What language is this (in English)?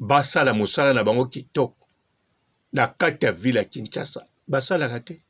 Lingala